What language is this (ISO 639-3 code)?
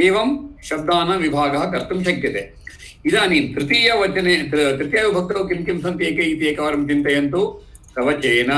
san